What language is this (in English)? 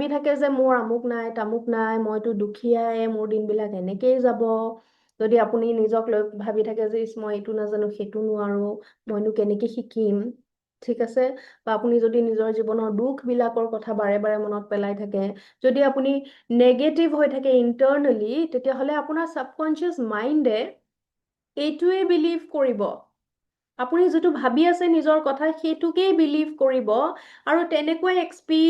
Assamese